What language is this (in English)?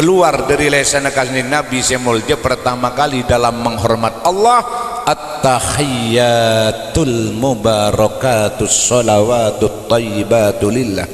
Madurese